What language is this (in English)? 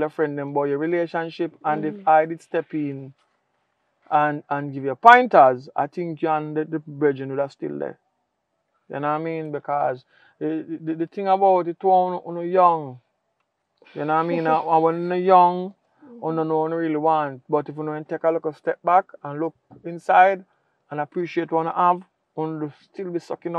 Jamaican Creole English